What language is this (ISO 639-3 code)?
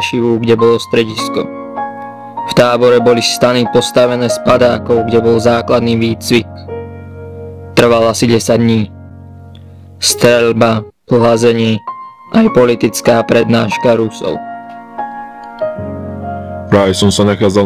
slk